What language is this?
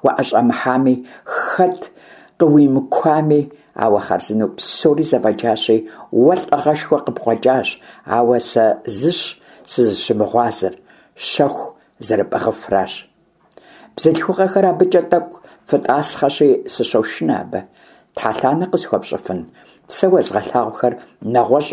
Kabardian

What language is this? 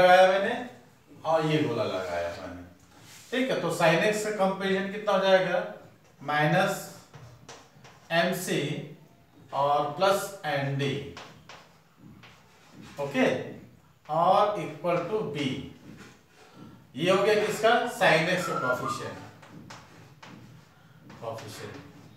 Hindi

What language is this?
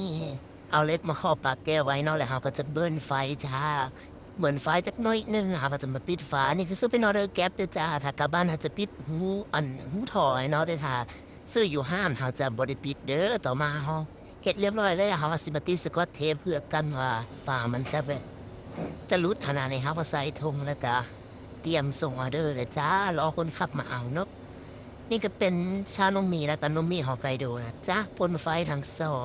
Lao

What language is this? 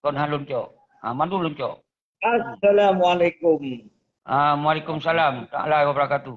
Achinese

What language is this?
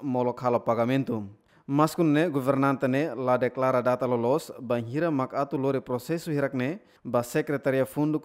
Tetum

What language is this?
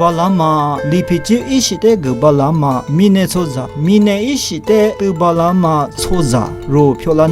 Lisu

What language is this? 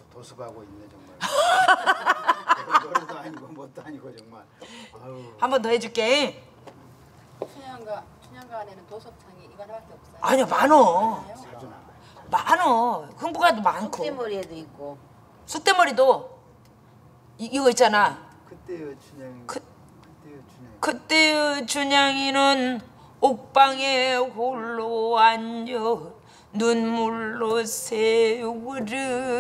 Korean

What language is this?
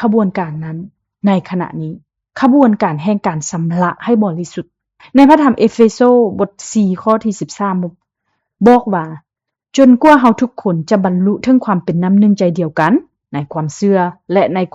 Lao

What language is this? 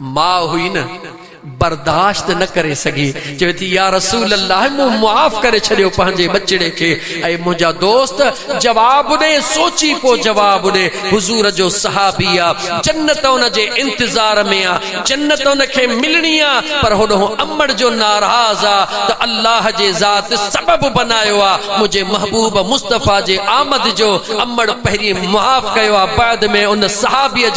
Sindhi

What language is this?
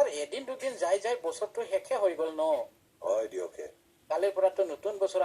Assamese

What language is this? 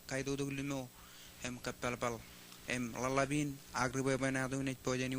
Marshallese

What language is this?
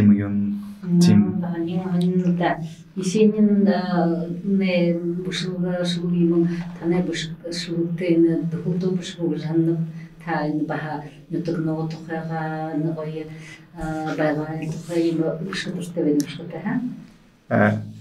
Buriat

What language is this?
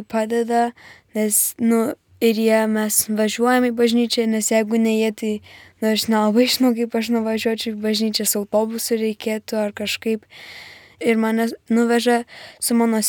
Lithuanian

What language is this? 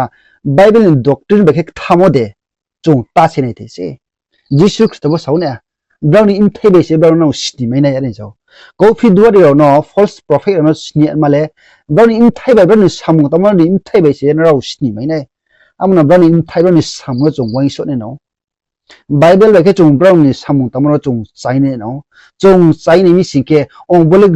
Riang (India)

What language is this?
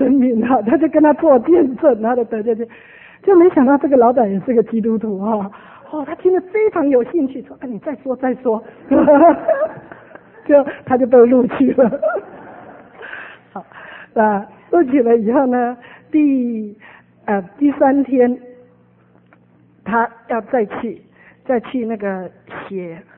Chinese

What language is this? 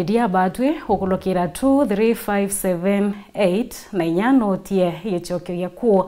Meru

